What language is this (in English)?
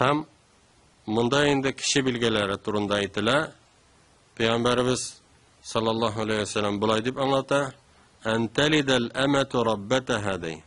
Tatar